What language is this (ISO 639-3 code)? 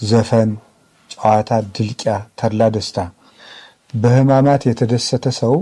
amh